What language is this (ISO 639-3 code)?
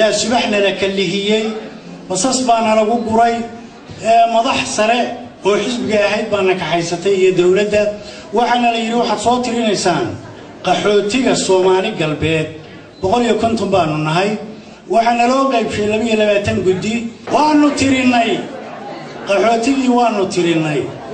som